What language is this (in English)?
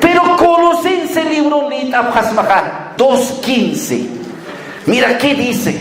Aymara